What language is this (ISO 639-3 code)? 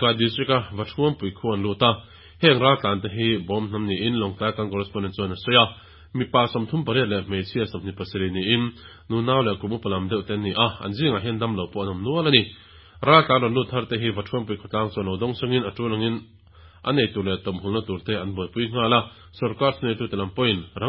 lus